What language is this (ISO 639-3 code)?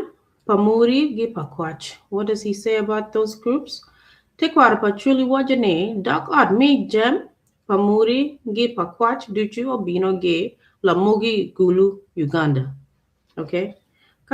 ach